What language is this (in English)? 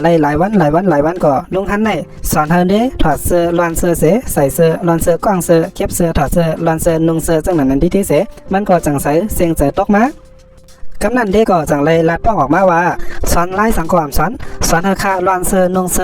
Shan